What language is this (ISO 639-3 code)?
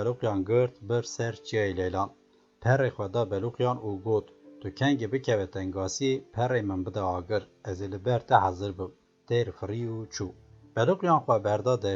kur